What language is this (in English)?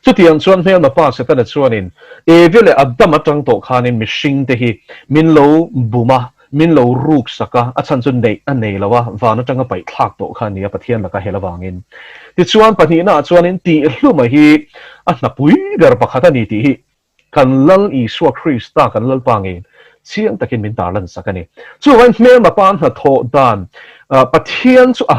Mizo